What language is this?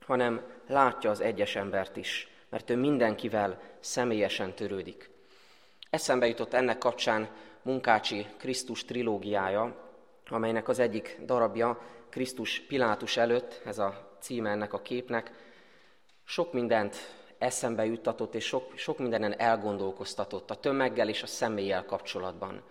Hungarian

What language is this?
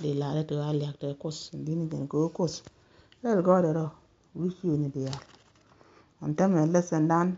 Nuer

